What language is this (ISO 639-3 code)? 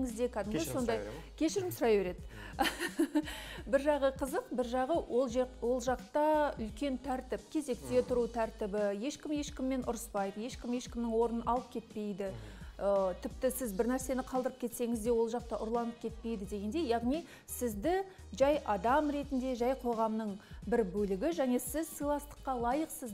kaz